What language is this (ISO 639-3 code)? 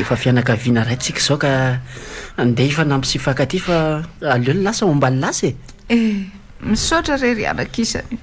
mlg